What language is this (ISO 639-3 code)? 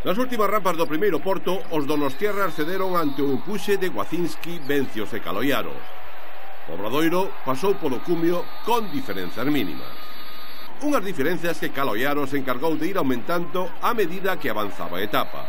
glg